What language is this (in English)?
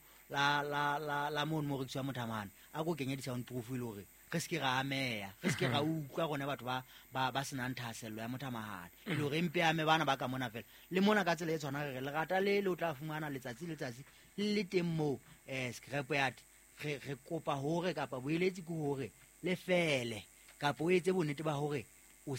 Southern Sotho